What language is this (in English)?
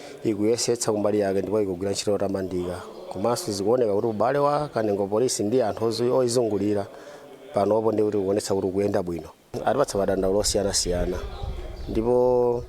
Nyanja